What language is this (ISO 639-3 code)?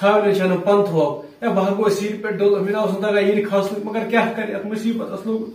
kas